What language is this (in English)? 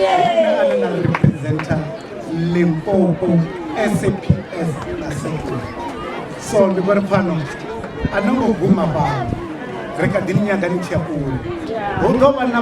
Venda